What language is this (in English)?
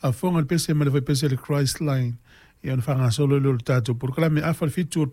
Samoan